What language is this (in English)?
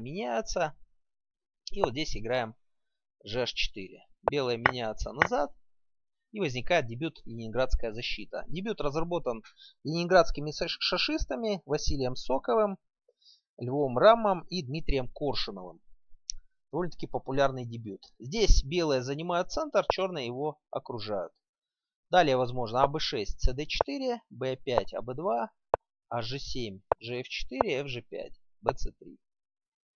Russian